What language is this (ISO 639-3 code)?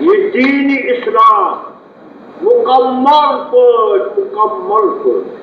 kas